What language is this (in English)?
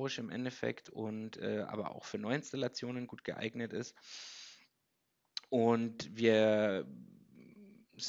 German